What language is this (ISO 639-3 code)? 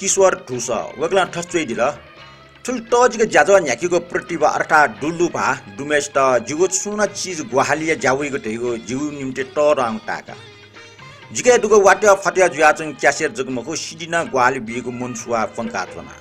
new